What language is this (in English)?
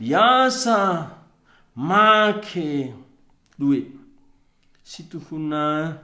Batak Karo